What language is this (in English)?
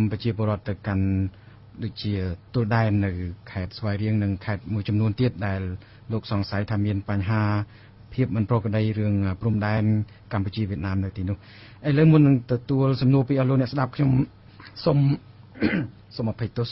Khmer